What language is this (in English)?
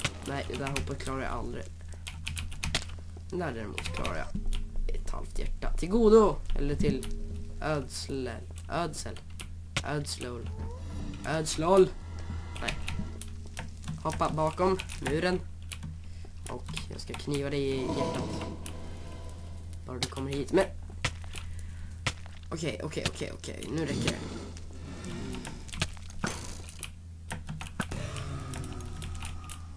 Swedish